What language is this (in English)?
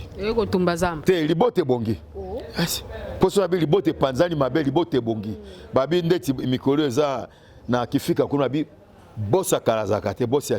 Lingala